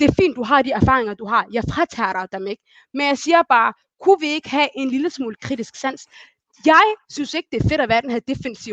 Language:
Danish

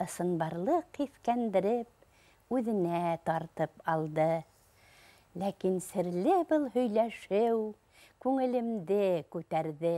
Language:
Bashkir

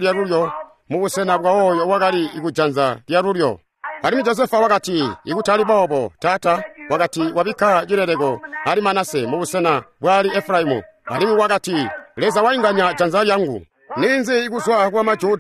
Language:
Tonga (Zambia)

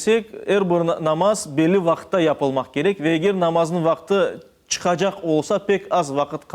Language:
Crimean Tatar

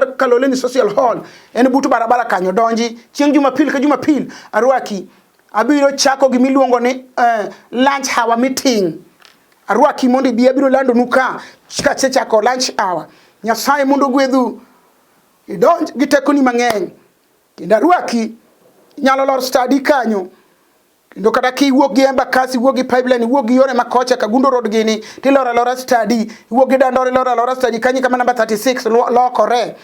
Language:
Luo (Kenya and Tanzania)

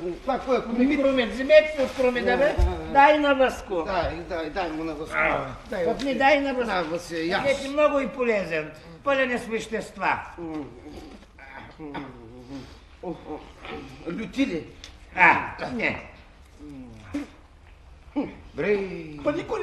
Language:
Bulgarian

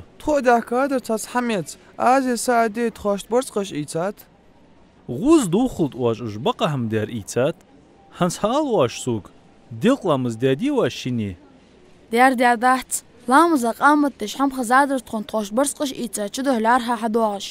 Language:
Ingush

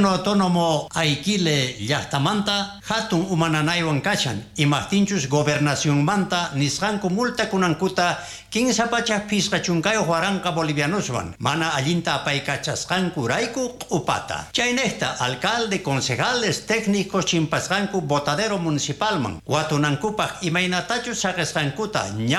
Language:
South Bolivian Quechua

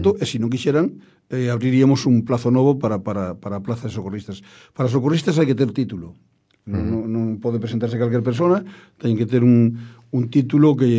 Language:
Galician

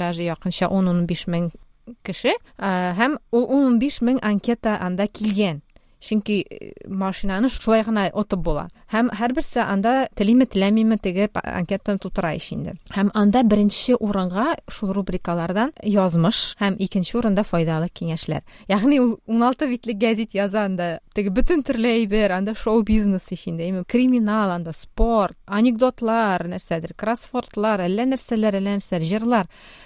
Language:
Tatar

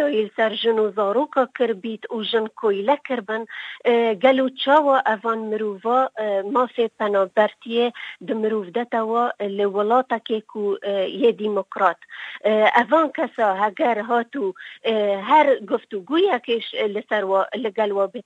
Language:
Kurdish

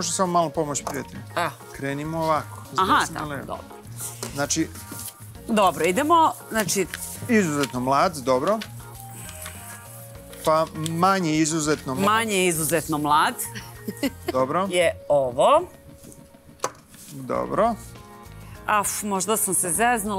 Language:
Serbian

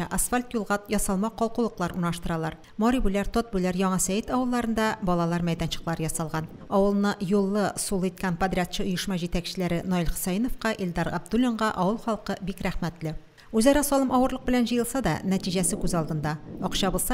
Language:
Tatar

